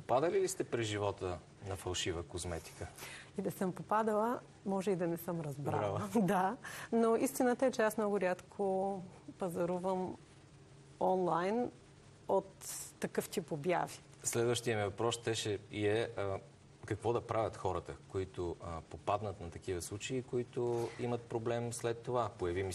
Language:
Bulgarian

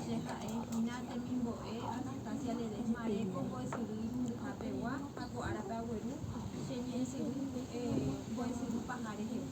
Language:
Guarani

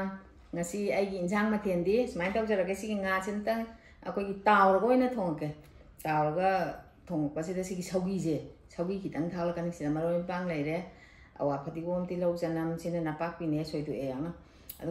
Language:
Manipuri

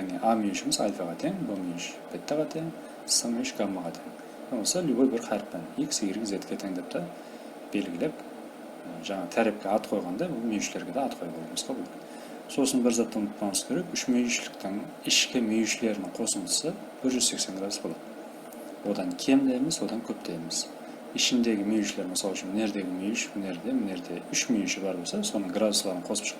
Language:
Kara-Kalpak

